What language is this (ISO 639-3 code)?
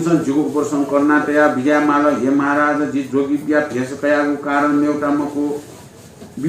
new